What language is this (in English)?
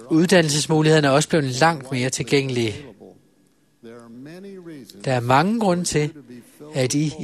Danish